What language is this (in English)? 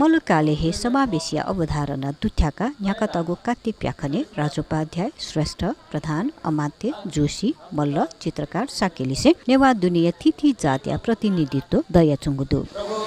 Newari